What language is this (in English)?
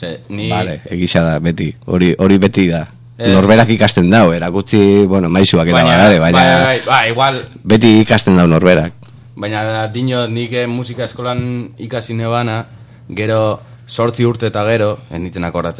Basque